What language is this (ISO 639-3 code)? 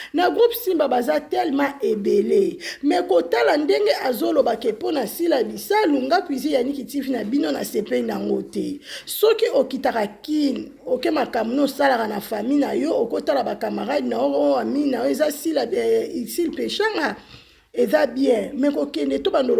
lin